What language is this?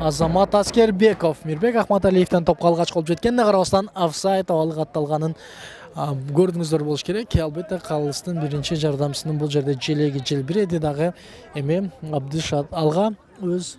Kyrgyz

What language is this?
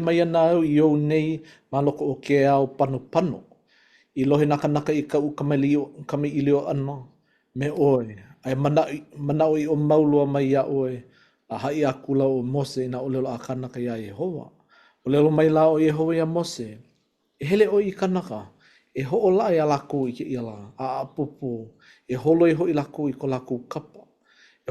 Hawaiian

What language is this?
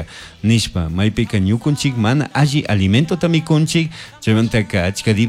Chimborazo Highland Quichua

